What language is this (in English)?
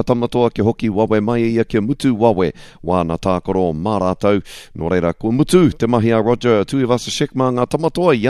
Māori